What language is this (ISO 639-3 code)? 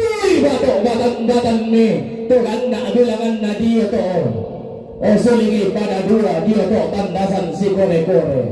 sda